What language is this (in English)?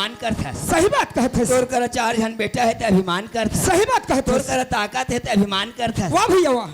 Chhattisgarhi